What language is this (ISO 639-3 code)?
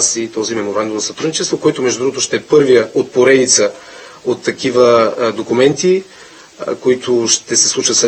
bul